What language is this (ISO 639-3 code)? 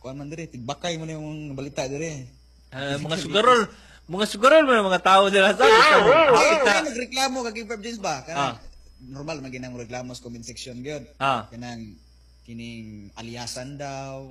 ceb